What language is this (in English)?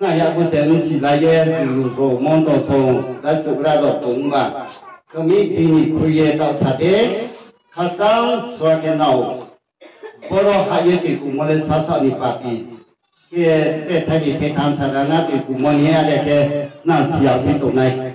Riang (India)